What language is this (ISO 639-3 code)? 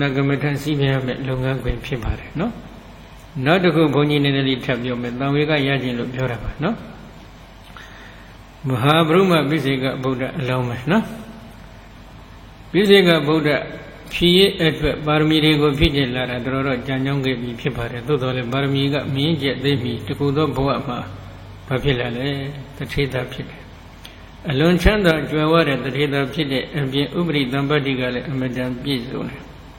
mya